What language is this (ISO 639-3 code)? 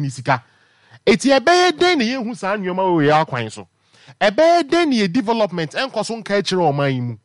aka